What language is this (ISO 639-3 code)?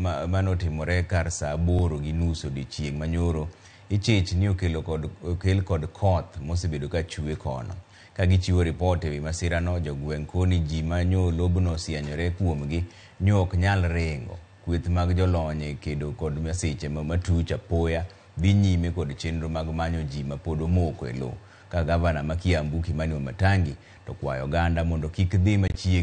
luo